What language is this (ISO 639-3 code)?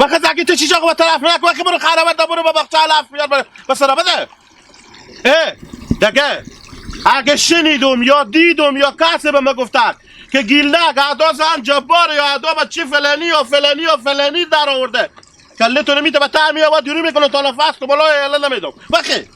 haz